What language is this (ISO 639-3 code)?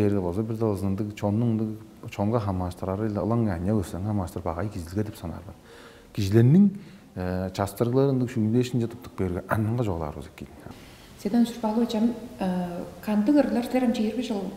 tyv